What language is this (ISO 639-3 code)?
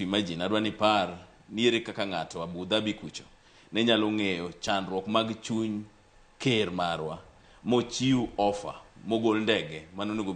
luo